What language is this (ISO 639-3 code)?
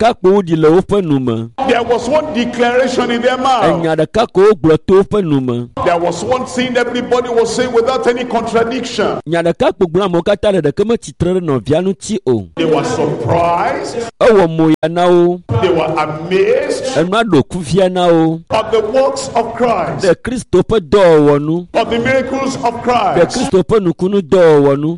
ewe